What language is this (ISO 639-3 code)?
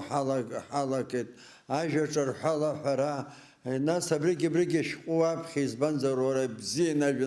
abk